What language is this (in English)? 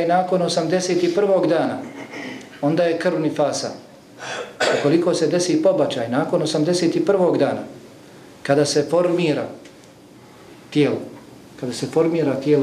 Bosnian